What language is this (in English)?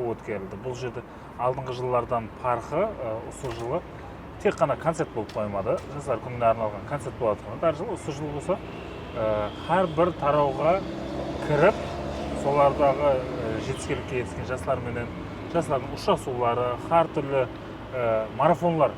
Kara-Kalpak